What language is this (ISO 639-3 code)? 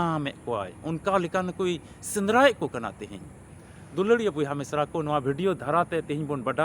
sat